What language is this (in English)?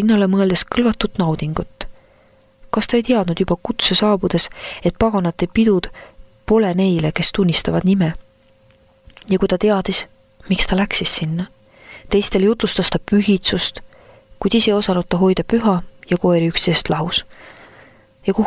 Estonian